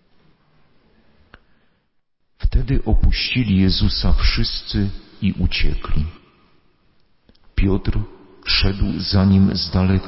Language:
Polish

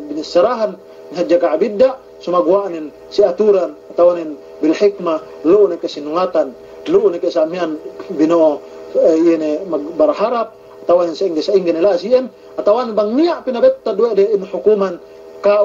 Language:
Yakan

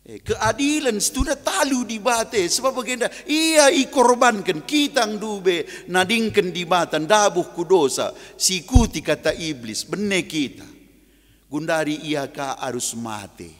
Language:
Batak Karo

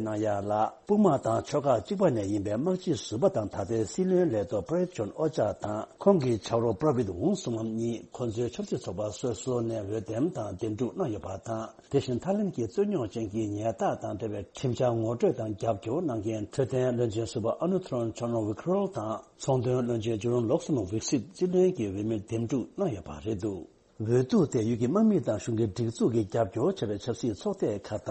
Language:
Tibetan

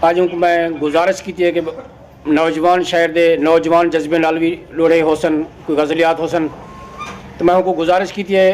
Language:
Saraiki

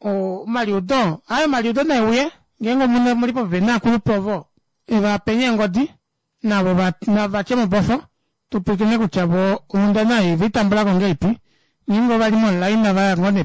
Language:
Kuanyama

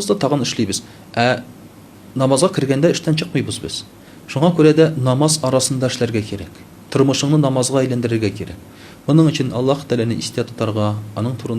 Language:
Tatar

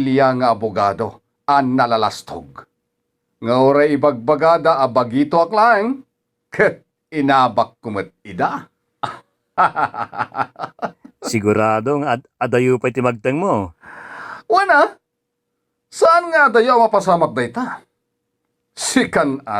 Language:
Iloko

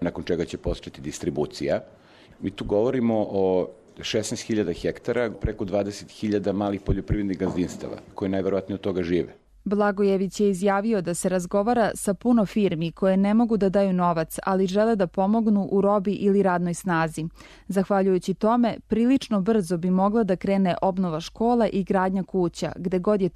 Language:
Serbian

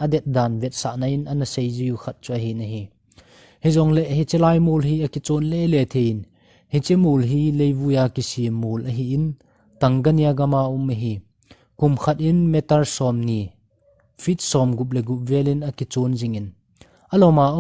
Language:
Thado Chin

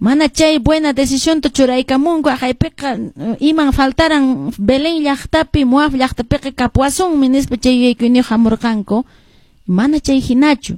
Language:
Quechua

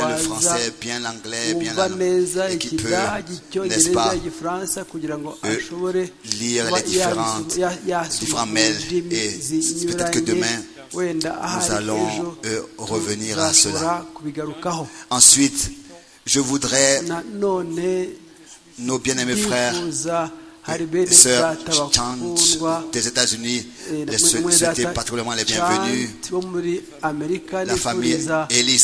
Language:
Kinyarwanda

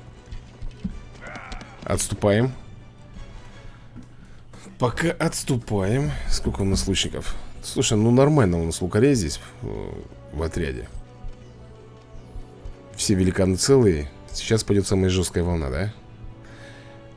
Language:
Russian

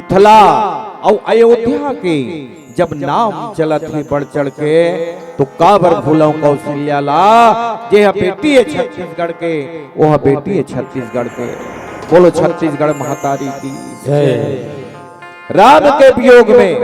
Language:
Chhattisgarhi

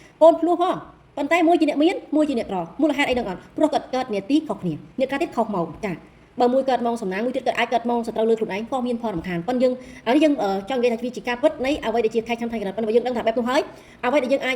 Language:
Khmer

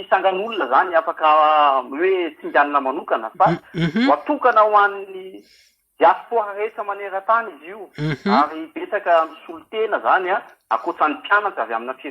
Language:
Malagasy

